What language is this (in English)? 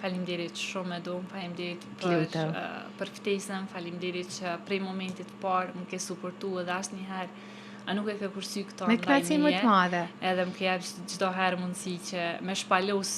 Albanian